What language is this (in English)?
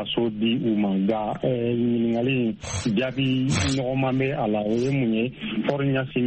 Bambara